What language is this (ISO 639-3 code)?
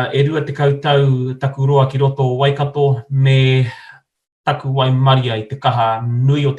mri